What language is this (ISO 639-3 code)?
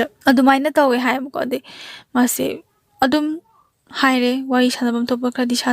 mni